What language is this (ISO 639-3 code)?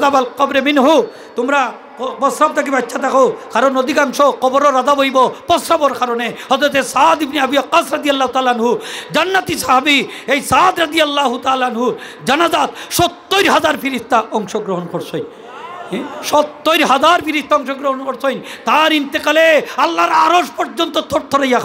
syl